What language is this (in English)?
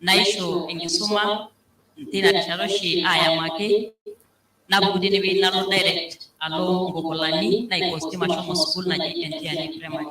Masai